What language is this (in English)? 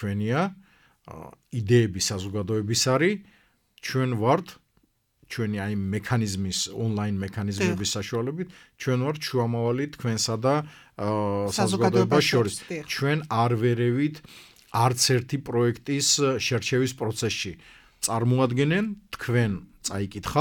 Georgian